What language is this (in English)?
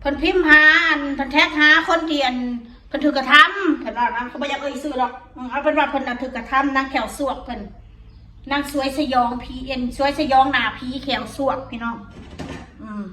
Northeastern Thai